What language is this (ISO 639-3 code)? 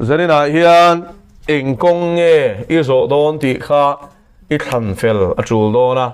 lus